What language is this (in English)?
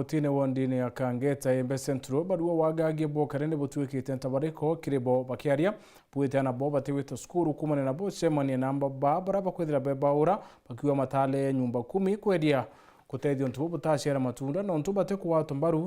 Meru